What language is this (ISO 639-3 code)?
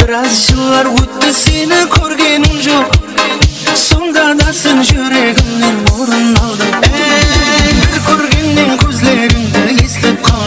kaa